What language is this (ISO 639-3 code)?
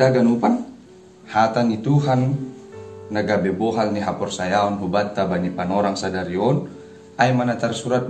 bts